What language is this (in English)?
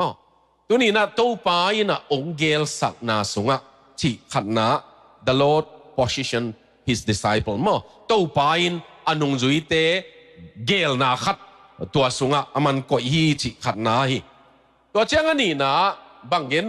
Tedim Chin